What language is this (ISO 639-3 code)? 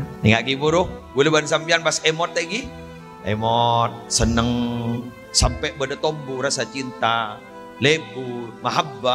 mad